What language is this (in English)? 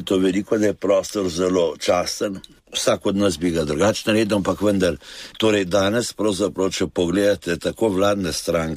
Slovenian